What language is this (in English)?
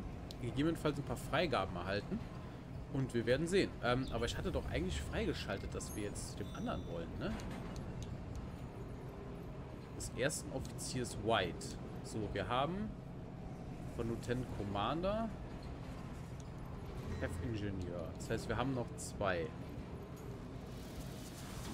German